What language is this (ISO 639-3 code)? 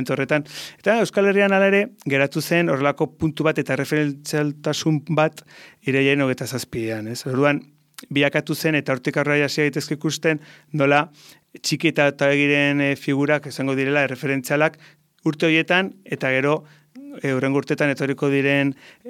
eus